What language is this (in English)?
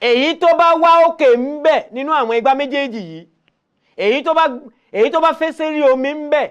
Yoruba